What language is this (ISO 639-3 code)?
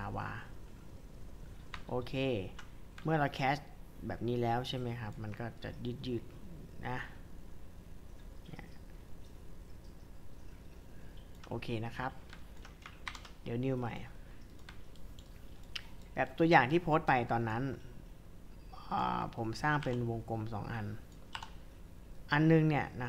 tha